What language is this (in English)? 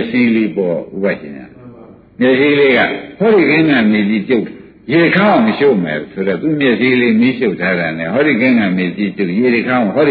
Burmese